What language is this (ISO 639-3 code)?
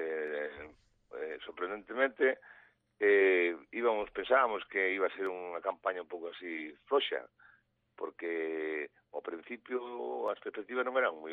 glg